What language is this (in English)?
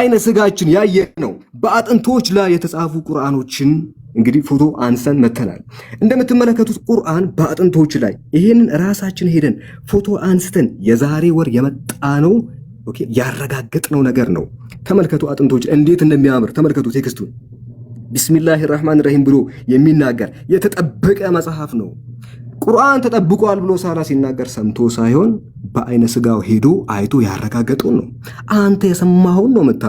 Amharic